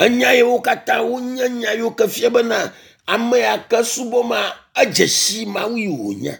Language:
Ewe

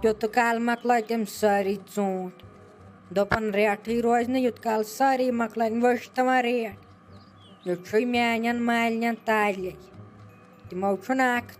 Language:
Kashmiri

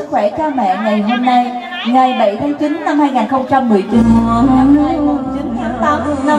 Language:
Vietnamese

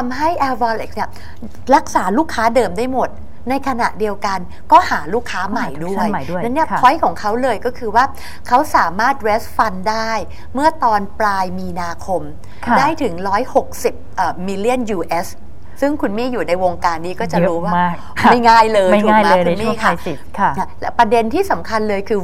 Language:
Thai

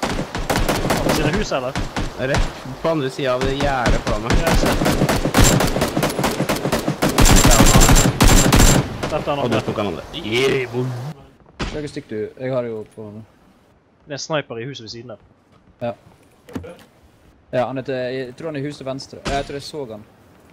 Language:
Norwegian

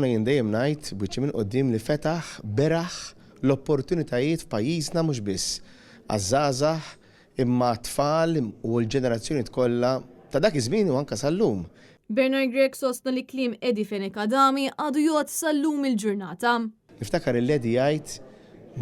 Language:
Maltese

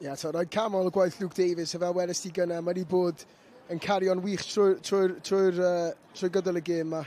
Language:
Welsh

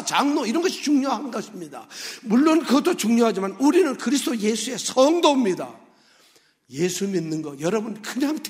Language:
Korean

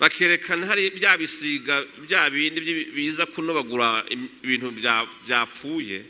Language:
Rundi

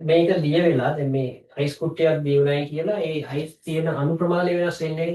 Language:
Sinhala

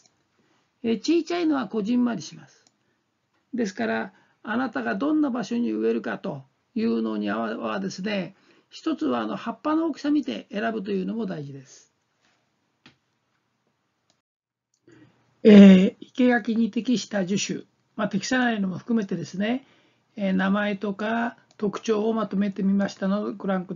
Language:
Japanese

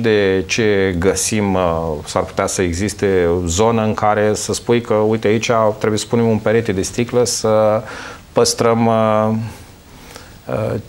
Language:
Romanian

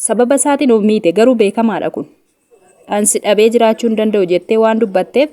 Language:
Oromo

